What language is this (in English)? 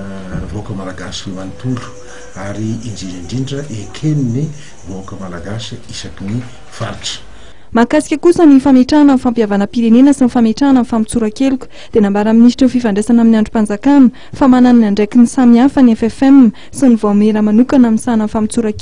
Malagasy